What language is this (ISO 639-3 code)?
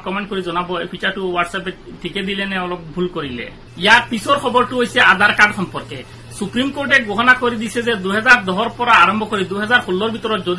asm